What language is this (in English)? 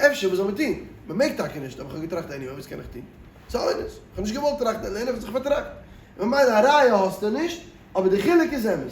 Yiddish